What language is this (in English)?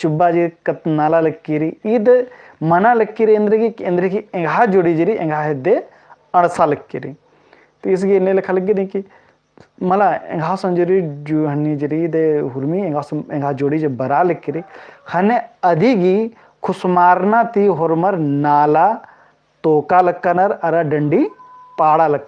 Kurukh